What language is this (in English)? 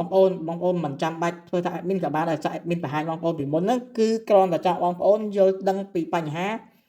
Khmer